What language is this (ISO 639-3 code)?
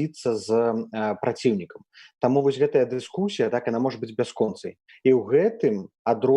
bel